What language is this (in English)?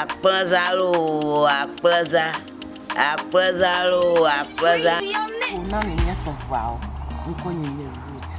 Ewe